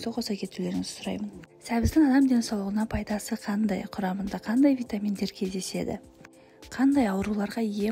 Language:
Kazakh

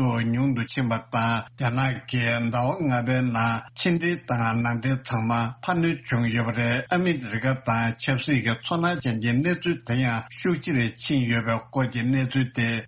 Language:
Tibetan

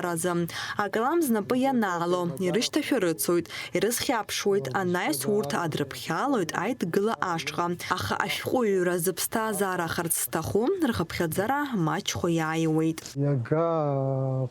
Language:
Abkhazian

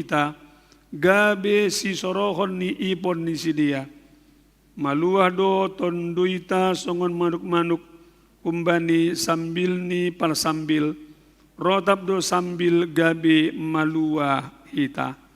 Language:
Batak Simalungun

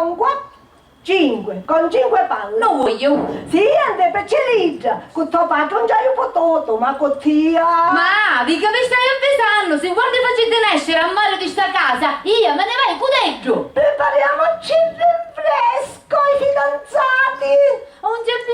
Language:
Sicilian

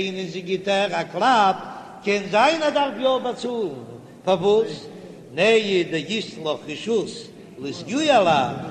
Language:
Yiddish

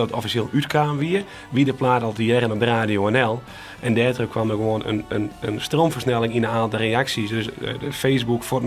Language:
Western Frisian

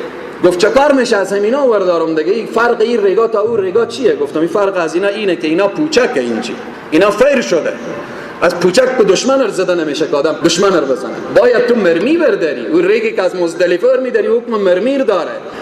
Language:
Persian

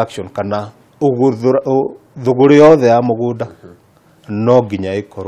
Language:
Kikuyu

